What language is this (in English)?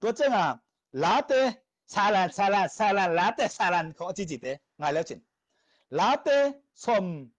Tedim Chin